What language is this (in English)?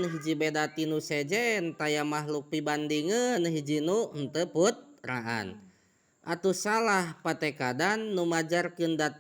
Sundanese